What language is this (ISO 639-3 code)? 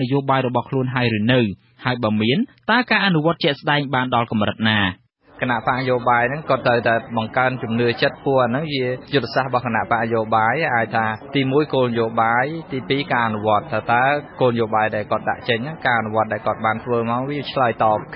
khm